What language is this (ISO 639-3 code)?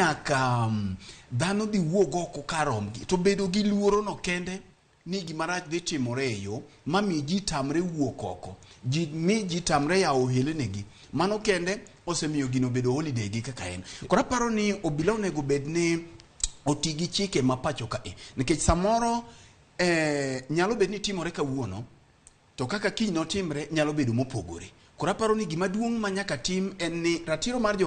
luo